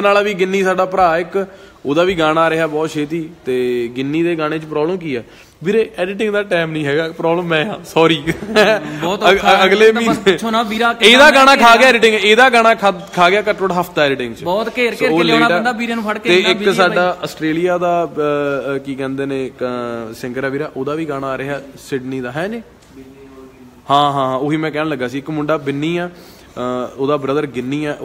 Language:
Punjabi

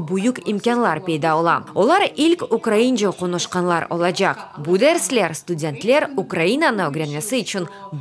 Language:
Crimean Tatar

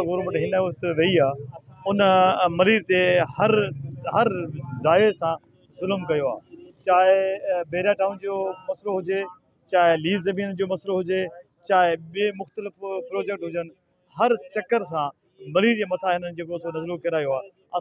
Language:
Sindhi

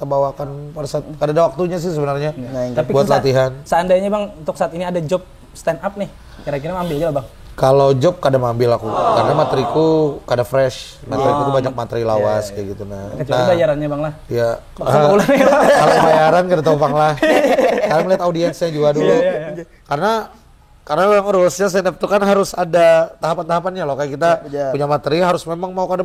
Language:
Banjar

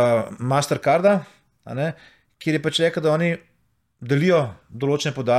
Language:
Slovenian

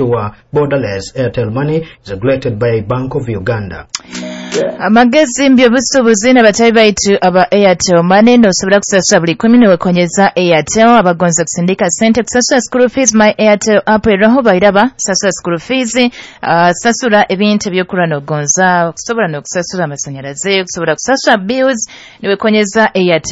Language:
Nyoro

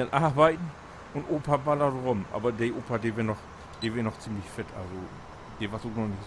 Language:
Low German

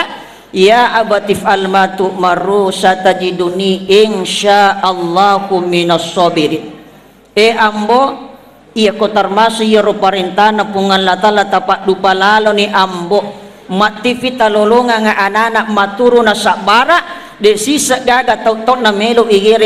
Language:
Buginese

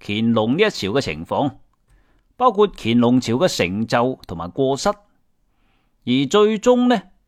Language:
Cantonese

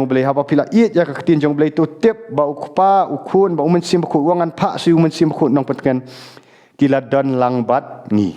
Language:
Khasi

